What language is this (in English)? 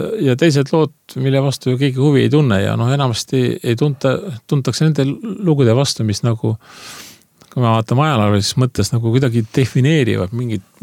Estonian